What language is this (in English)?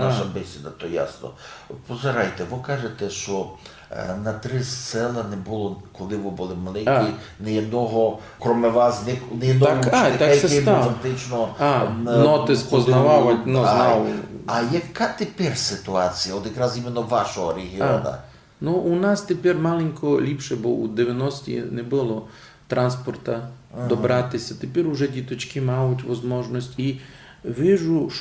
Rusyn